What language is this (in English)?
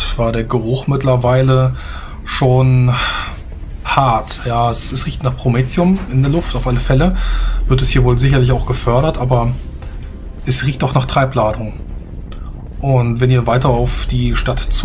German